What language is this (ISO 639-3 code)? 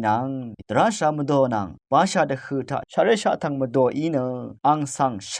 raw